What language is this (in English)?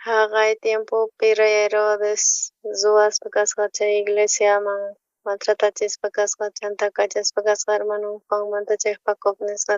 South Bolivian Quechua